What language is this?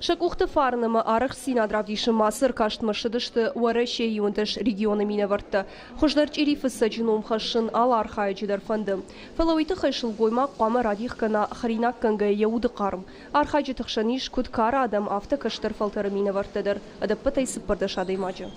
Ossetic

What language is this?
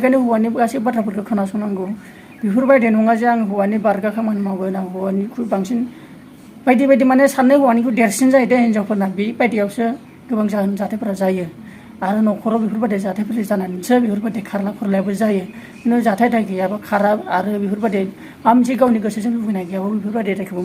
Bodo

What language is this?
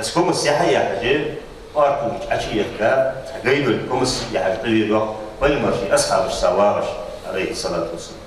Ingush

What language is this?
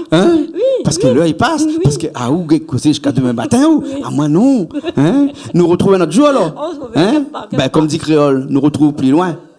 Réunion Creole French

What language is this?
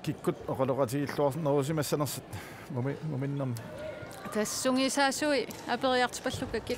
Kalaallisut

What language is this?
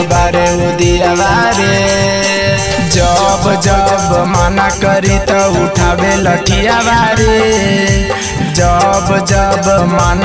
Magahi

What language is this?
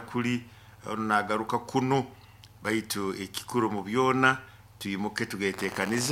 Nyoro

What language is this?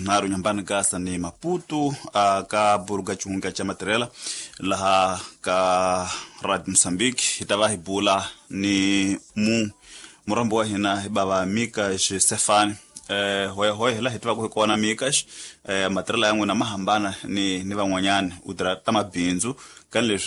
Tsonga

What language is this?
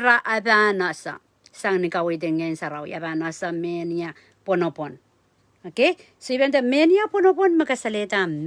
Pohnpeian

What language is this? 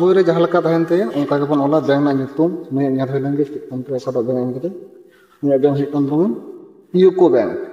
Santali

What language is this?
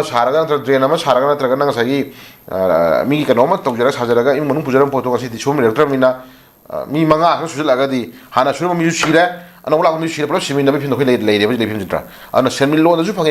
Manipuri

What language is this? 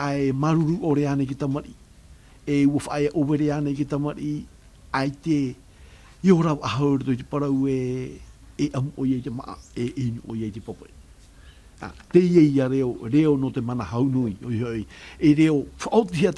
Tahitian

